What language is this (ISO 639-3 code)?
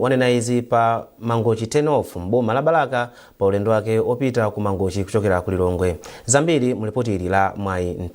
nya